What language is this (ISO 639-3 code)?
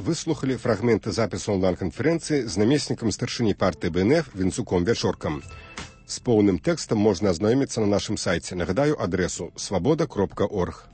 bel